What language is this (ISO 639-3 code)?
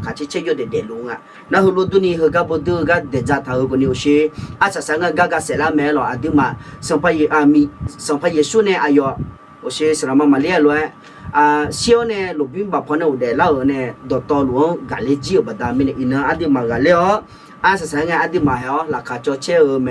ahk